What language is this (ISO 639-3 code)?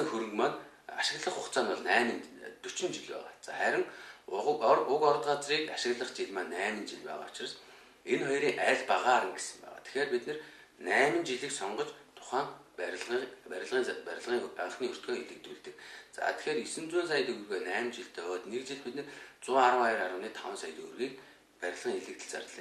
mon